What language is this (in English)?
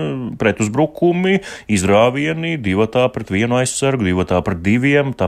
Latvian